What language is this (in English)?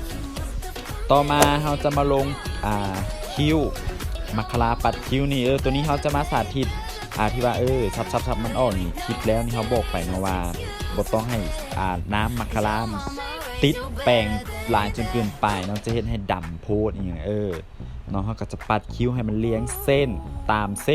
Lao